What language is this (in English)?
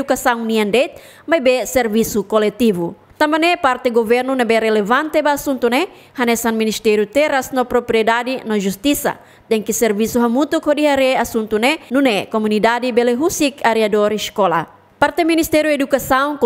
Tetum